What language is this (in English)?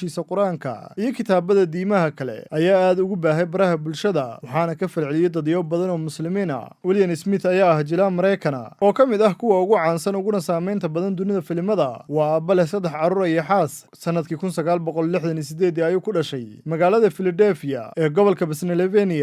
Somali